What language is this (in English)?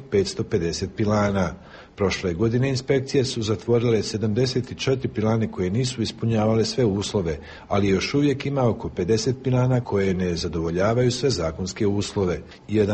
Serbian